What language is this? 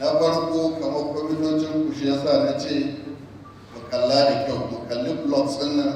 Hausa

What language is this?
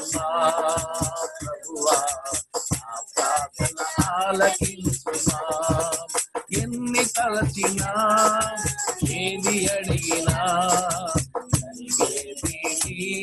Telugu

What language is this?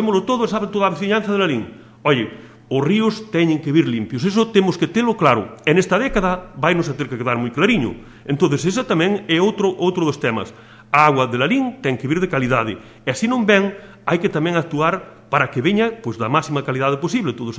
Galician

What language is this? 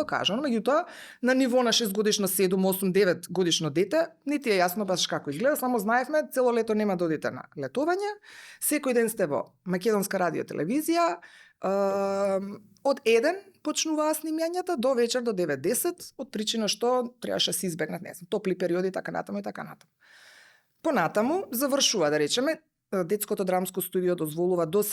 Macedonian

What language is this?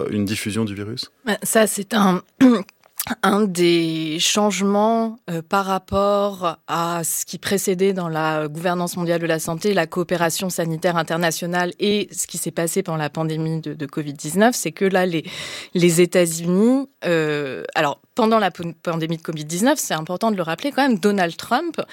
French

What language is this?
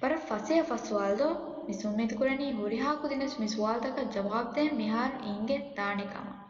Divehi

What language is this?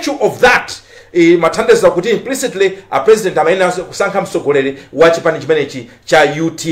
Nyanja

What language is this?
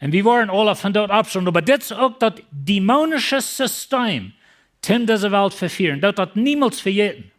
Plautdietsch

